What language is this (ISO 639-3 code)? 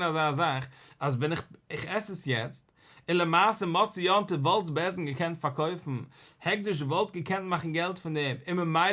yid